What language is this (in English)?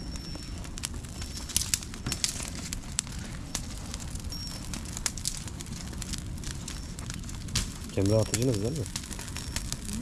Turkish